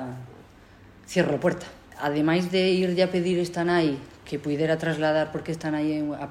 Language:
Galician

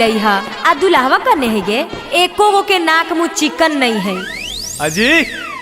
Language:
Magahi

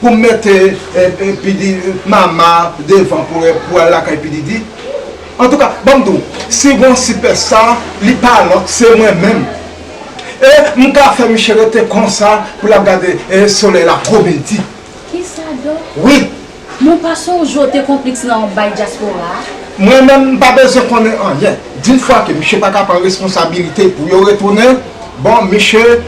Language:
Haitian Creole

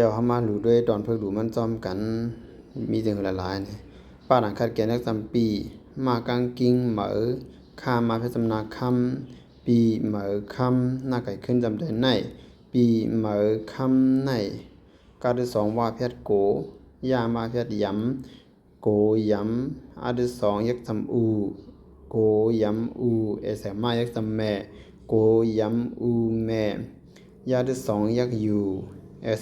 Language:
Shan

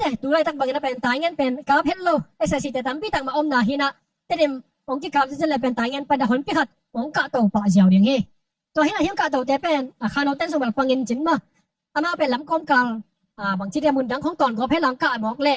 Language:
Tedim Chin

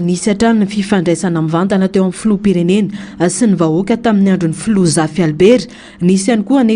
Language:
Malagasy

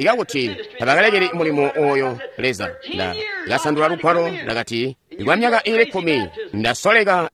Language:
Tonga (Zambia)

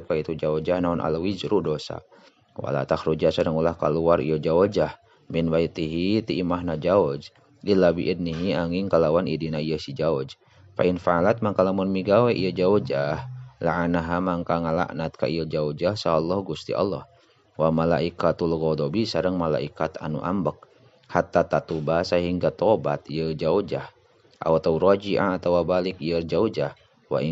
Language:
Sundanese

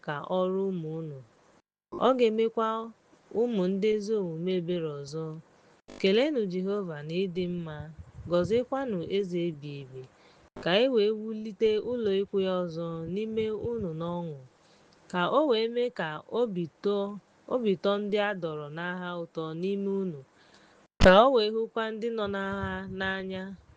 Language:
Igbo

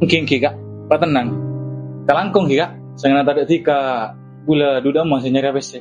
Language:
Madurese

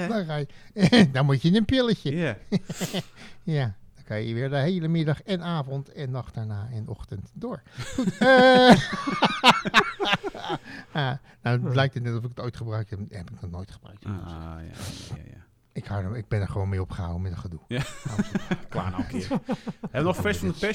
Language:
Dutch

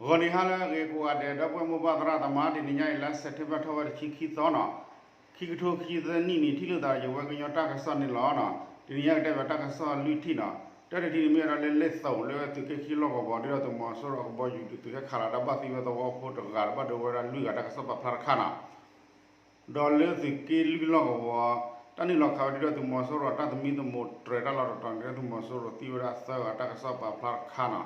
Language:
S'gaw Karen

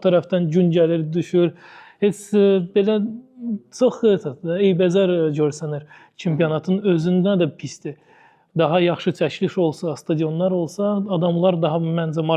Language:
Azerbaijani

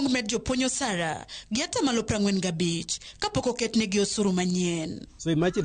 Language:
Luo (Kenya and Tanzania)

